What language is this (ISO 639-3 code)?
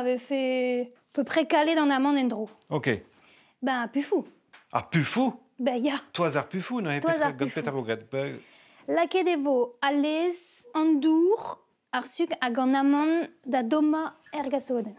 bre